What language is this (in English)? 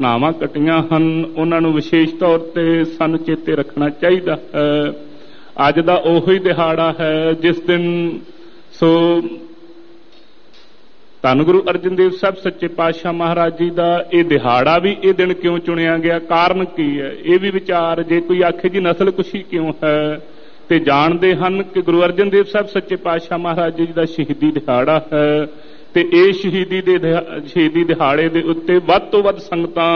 Punjabi